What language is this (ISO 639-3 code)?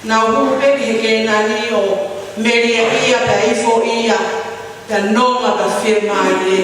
ton